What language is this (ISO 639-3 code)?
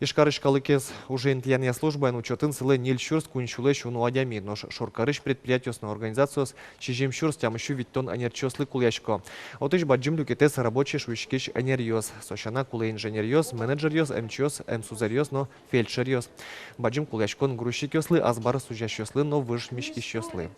udm